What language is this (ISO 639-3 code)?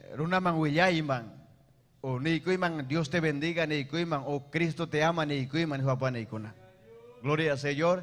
quy